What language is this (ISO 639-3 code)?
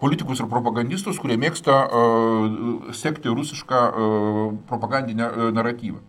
lit